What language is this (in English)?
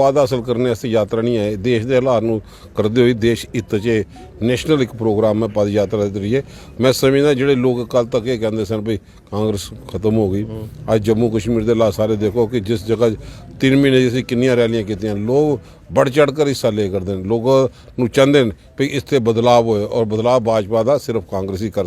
Dogri